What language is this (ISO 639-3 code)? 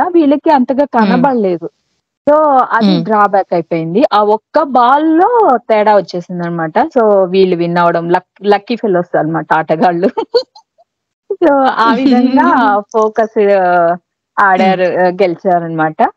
tel